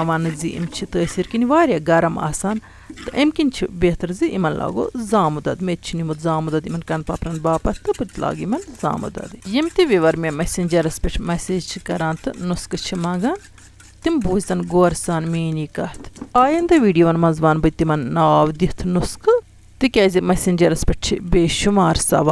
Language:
Kashmiri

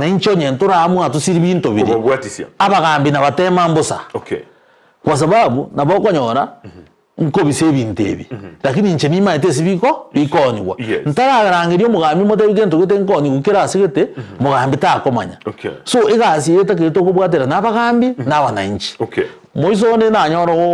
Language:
Gusii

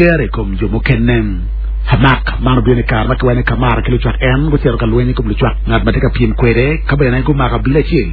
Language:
Acoli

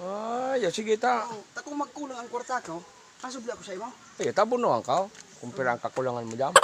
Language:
Bikol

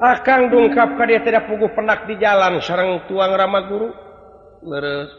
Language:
Sundanese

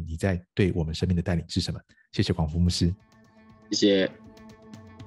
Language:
Chinese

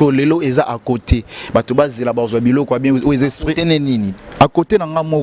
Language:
Lingala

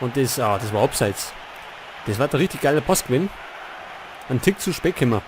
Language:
Bavarian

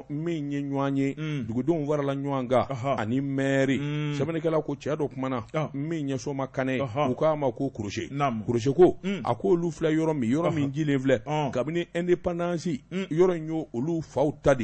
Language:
Bambara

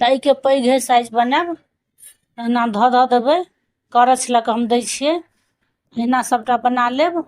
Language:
Maithili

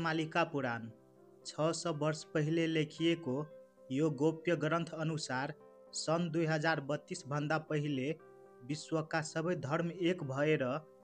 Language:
Nepali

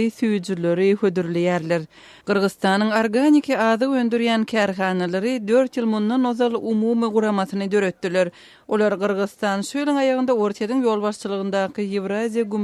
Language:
Turkmen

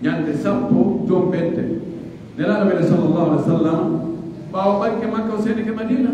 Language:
Pular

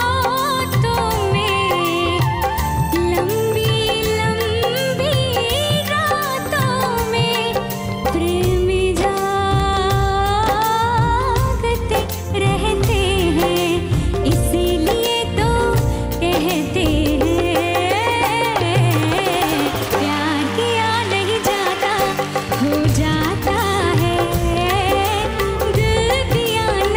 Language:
Hindi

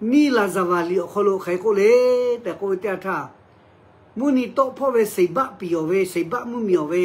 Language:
Lahu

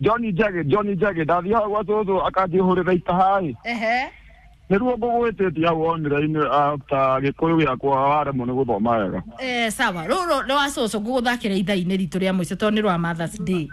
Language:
Kikuyu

